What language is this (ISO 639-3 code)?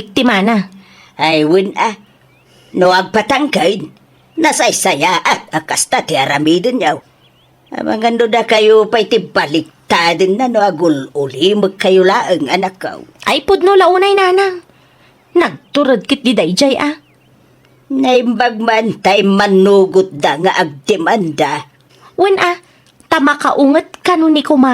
ilo